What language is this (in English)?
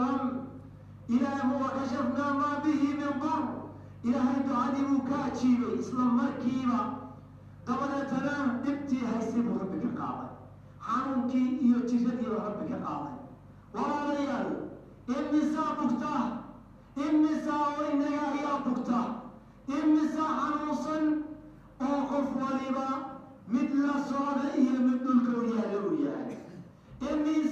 Somali